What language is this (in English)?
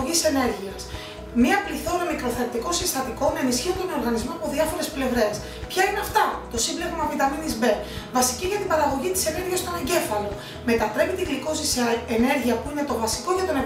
Greek